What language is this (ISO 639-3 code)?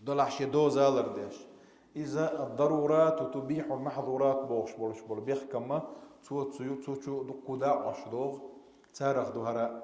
che